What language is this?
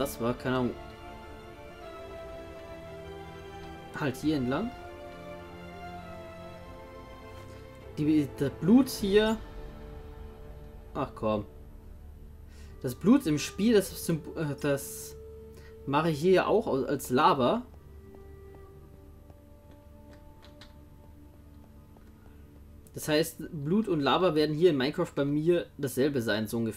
German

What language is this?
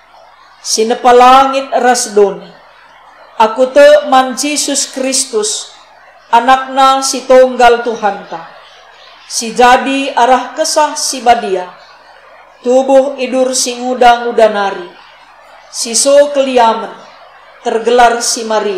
Batak Karo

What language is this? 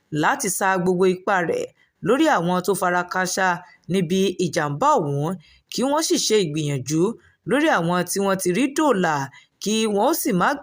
Yoruba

